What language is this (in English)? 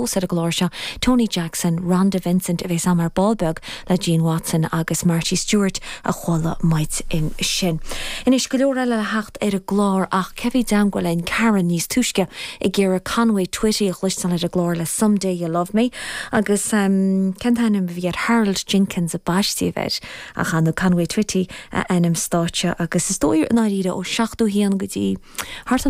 Irish